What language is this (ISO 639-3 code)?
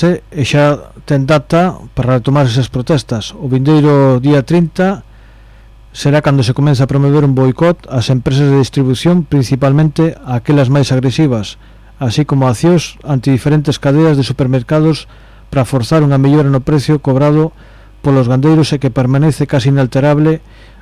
glg